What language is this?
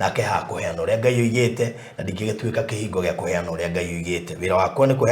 Kikuyu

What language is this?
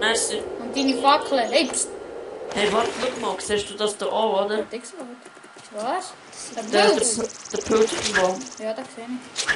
Swiss German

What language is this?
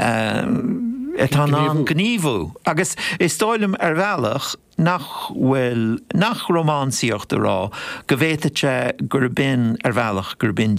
Irish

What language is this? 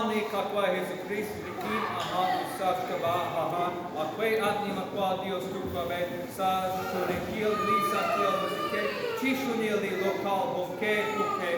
Kekchí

